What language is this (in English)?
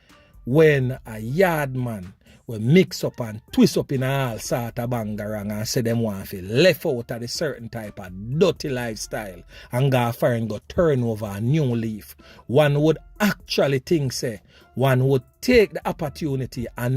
Jamaican Creole English